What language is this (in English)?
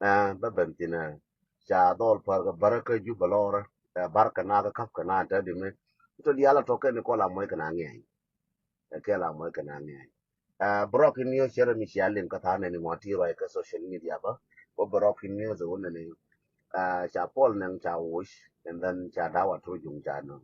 Nuer